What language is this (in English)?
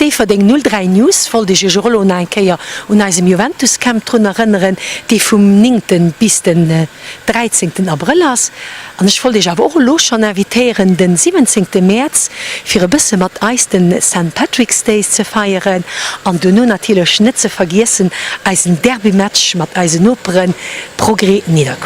Luxembourgish